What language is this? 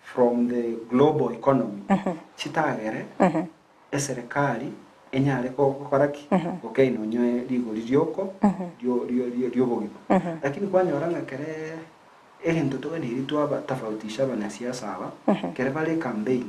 Gusii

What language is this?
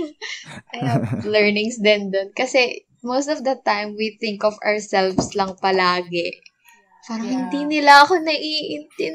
Filipino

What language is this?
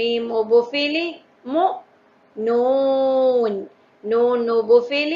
Divehi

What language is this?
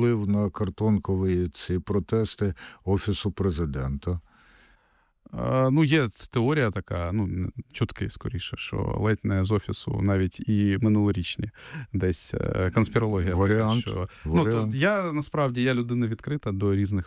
Ukrainian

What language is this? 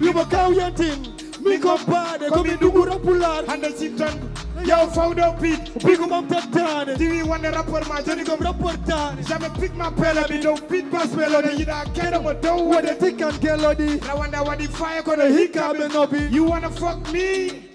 Fula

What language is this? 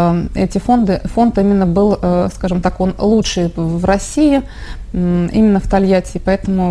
Russian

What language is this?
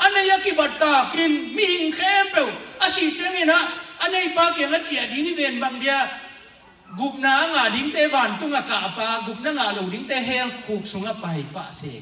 Tedim Chin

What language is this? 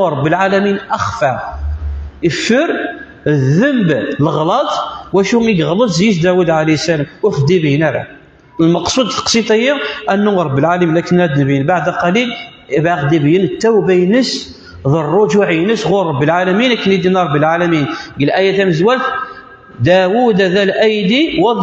Kabyle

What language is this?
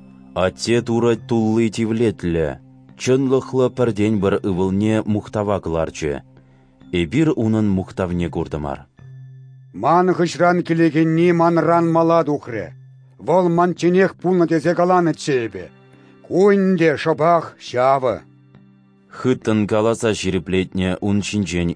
Chuvash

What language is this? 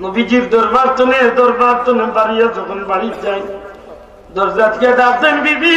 Sylheti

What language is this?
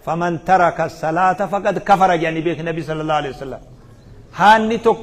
Oromo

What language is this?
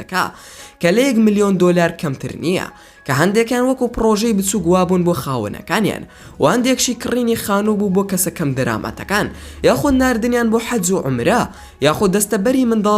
Central Kurdish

